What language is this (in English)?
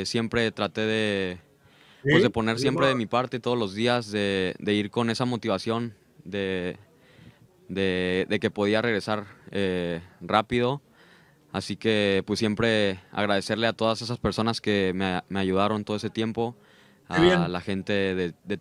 Spanish